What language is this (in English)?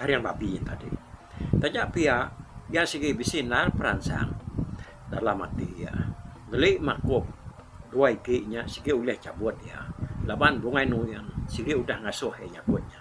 Iban